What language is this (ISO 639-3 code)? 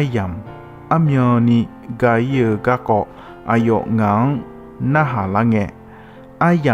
ahk